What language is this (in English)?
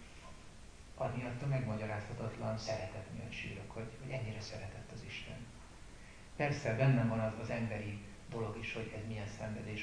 Hungarian